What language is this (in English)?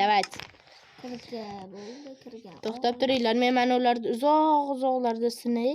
Uzbek